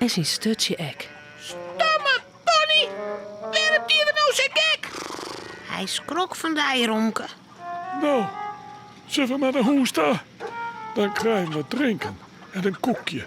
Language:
Western Frisian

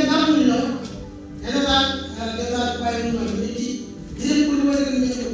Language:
Marshallese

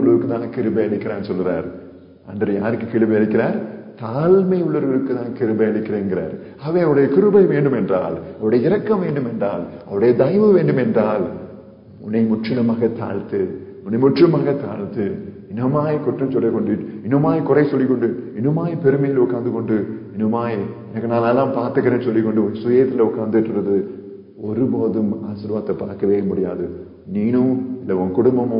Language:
Tamil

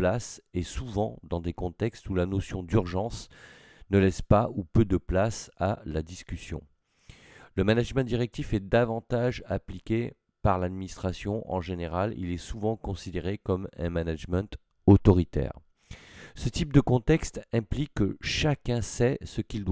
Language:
French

